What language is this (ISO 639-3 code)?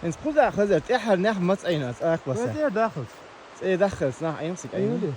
che